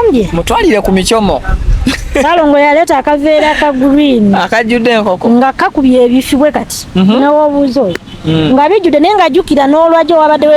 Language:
Ganda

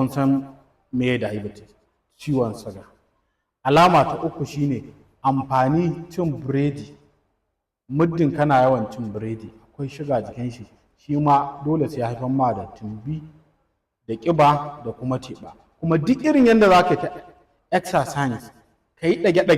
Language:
Hausa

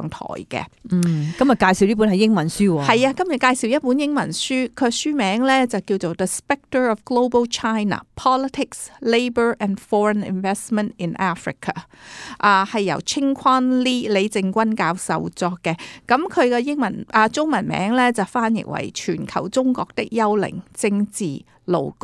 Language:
Cantonese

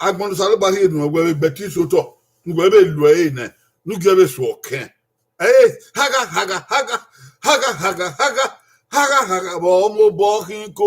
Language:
Bini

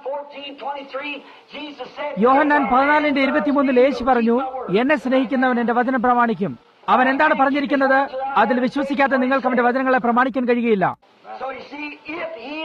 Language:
Malayalam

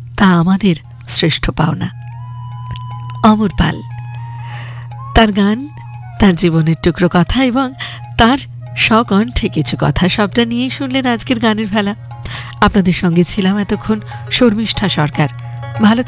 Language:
Bangla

